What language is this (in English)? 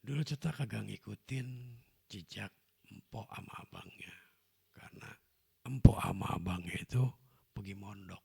Betawi